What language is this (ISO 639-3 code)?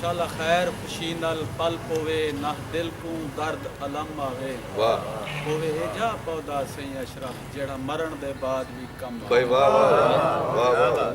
skr